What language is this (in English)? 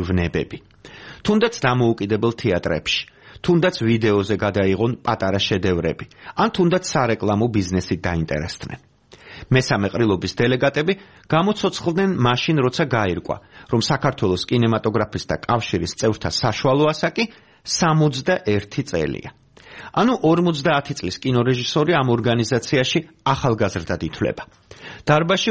Georgian